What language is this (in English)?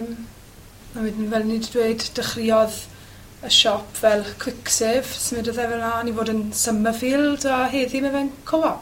Welsh